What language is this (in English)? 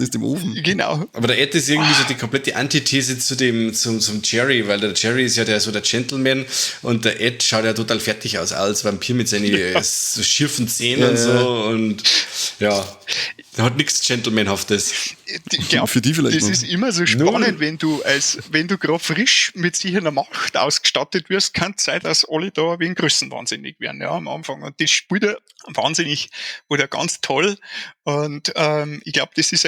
Bavarian